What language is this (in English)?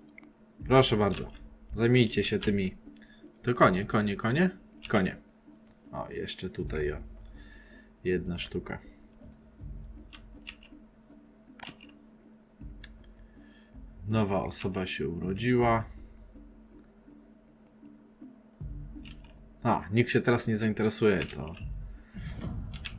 Polish